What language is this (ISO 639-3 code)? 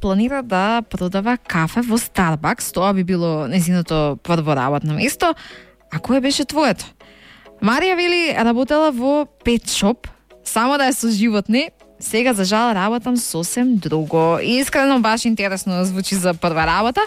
mkd